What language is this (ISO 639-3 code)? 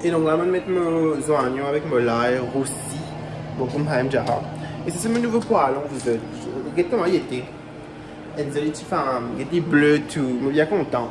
mfe